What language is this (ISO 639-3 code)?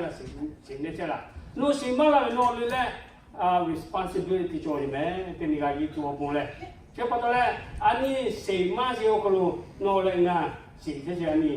lhu